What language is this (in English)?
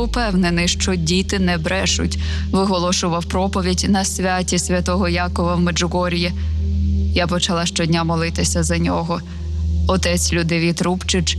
Ukrainian